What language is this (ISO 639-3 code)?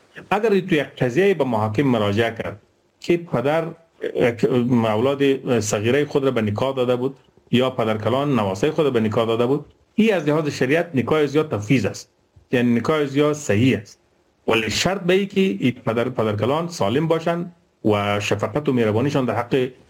fas